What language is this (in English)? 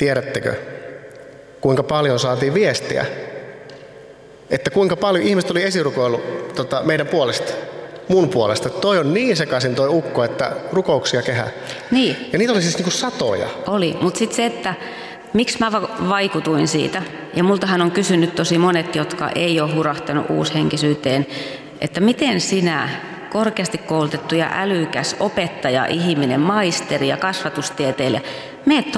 Finnish